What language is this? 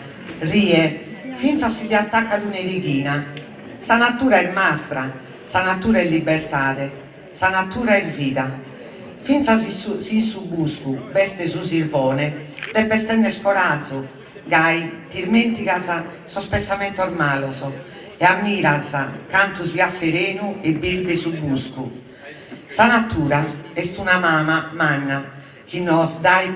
Sardinian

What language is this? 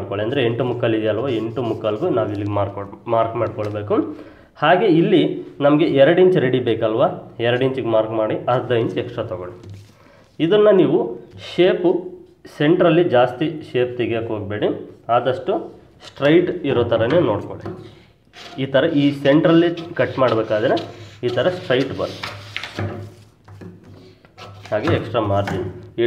Kannada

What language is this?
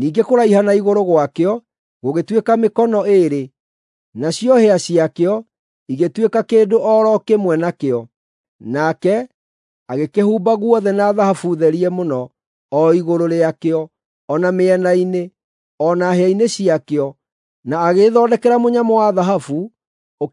Kikuyu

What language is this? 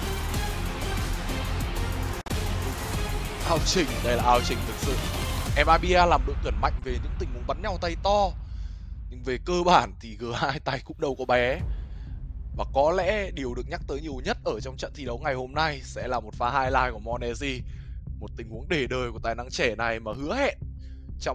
Vietnamese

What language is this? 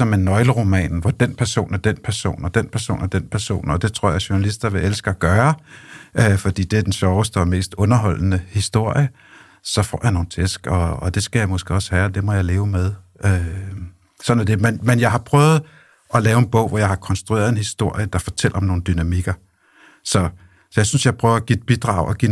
Danish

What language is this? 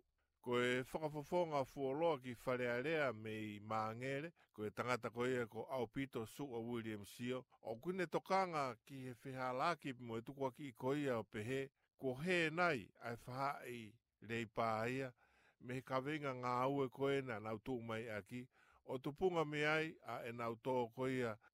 Tongan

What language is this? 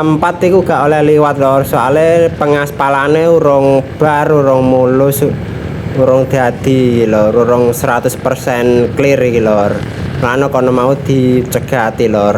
Javanese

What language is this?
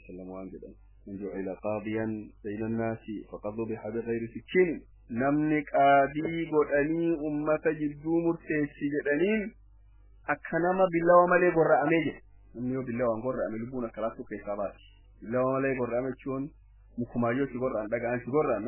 Oromo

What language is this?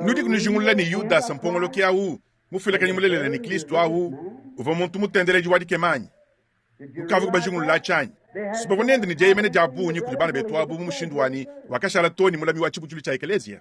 Luba-Lulua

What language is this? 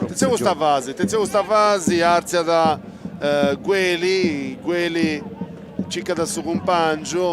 Sardinian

